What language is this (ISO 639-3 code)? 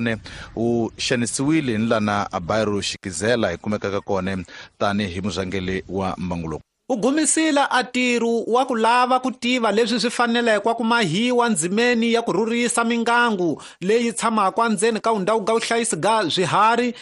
tso